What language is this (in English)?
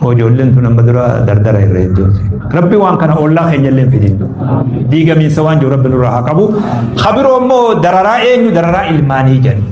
Oromo